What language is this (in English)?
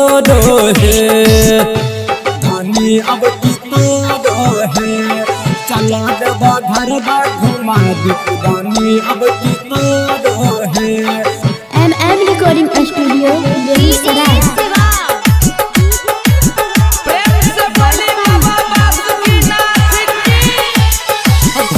Bhojpuri